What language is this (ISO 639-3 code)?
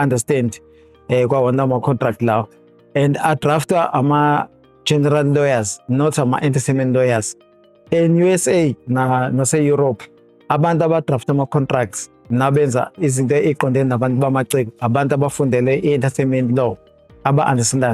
zul